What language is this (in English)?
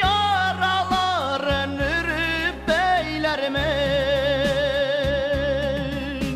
Bashkir